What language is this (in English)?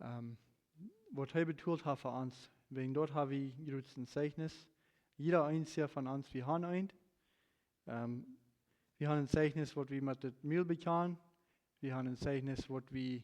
Plautdietsch